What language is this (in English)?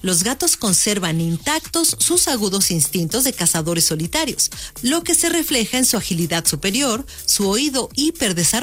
Spanish